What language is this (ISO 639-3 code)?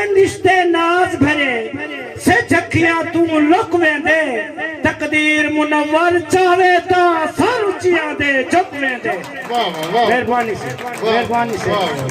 skr